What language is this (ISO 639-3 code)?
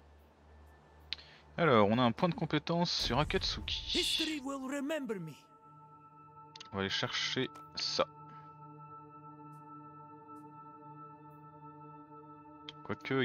fra